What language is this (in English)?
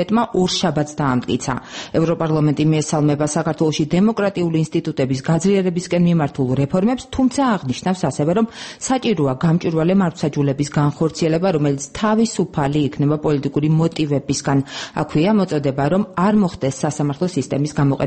Georgian